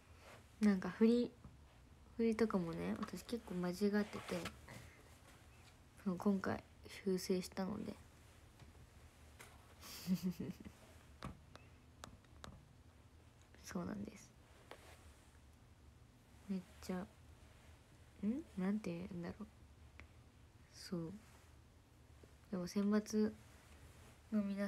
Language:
Japanese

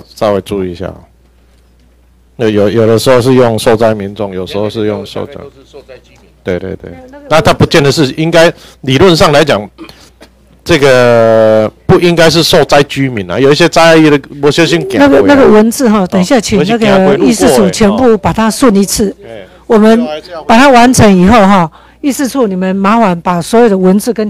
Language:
Chinese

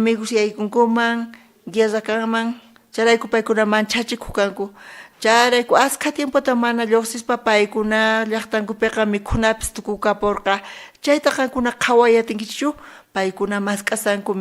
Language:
South Bolivian Quechua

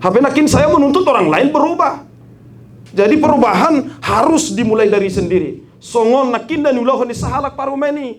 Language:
Batak Toba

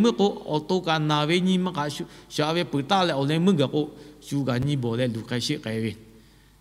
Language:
Lahu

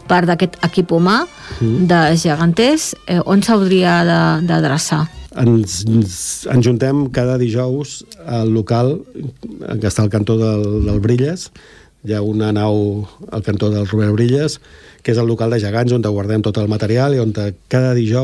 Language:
Catalan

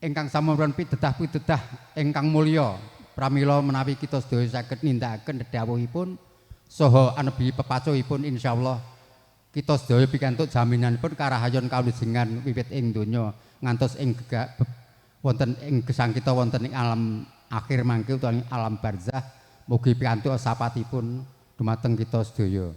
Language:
Javanese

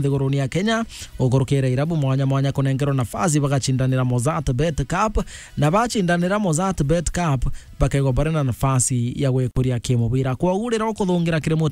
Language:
Meru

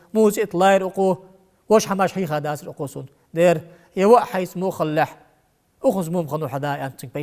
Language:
Ingush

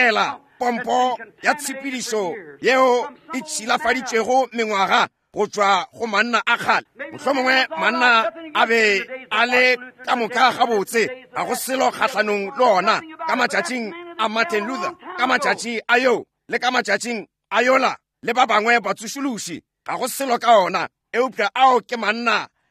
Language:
Northern Sotho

